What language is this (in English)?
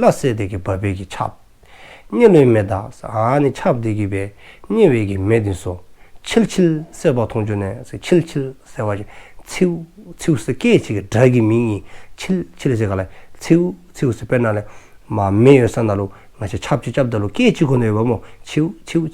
Dzongkha